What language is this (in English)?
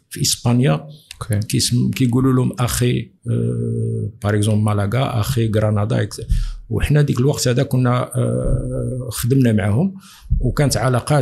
Moroccan Arabic